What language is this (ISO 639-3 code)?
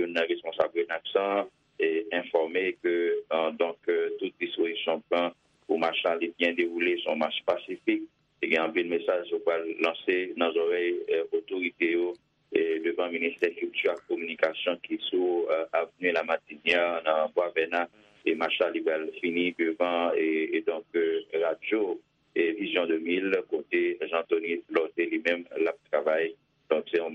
hat